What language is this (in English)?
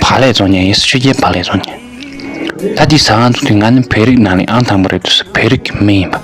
Tibetan